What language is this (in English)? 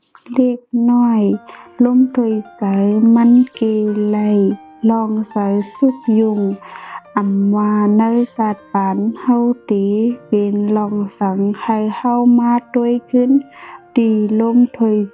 Shan